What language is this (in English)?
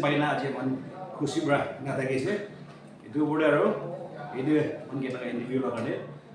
Naga Pidgin